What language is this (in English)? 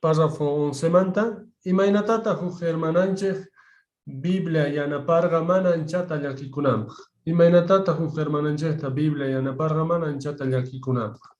Quechua